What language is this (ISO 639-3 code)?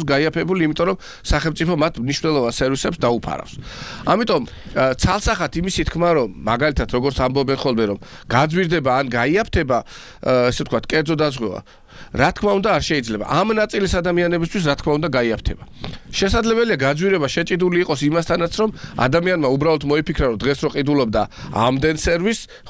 kat